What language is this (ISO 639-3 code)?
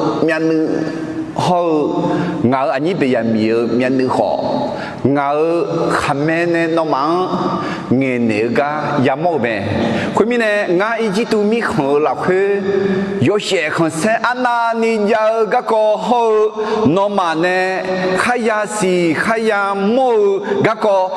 ahk